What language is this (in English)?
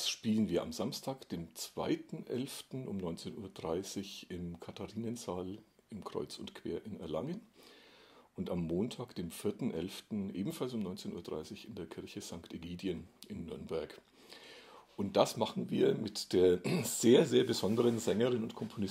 German